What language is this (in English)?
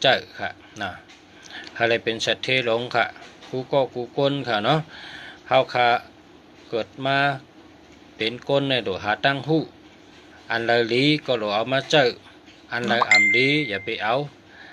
Shan